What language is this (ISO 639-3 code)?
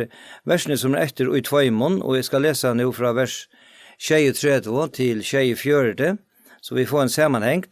fao